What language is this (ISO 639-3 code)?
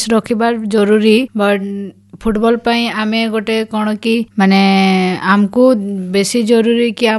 ori